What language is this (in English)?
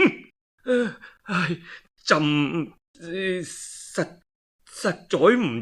Cantonese